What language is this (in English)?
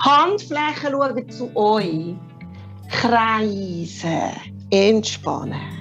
Swiss German